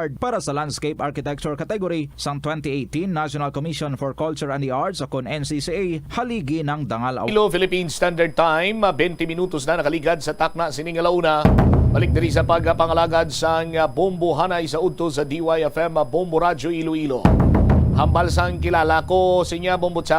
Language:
Hiligaynon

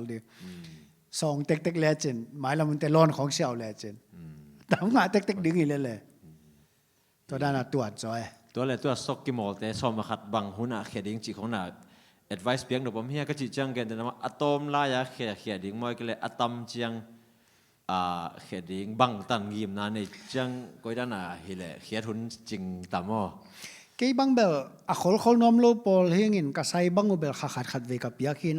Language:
Tedim Chin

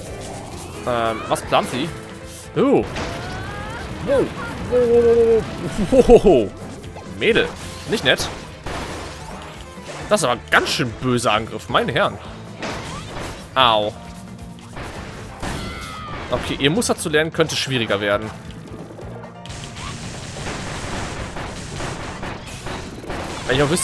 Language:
German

